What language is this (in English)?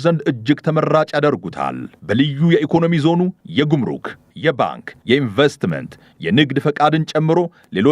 Amharic